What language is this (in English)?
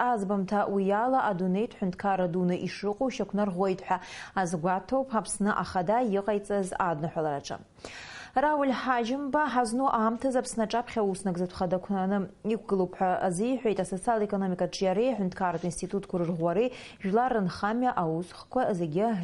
Abkhazian